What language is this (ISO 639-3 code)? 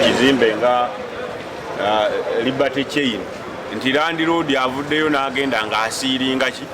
lug